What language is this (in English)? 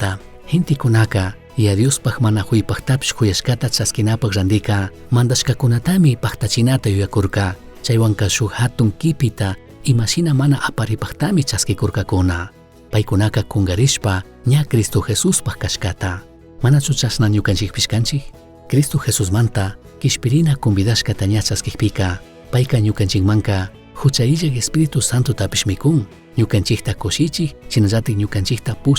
Chimborazo Highland Quichua